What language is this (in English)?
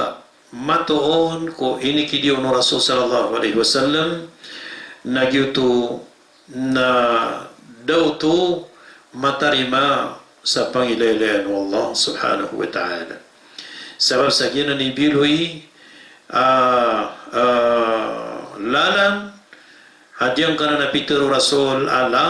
Maranao